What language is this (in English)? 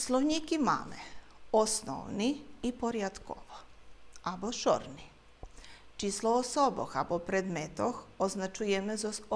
Rusyn